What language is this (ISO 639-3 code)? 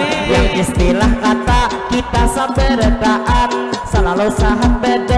bjn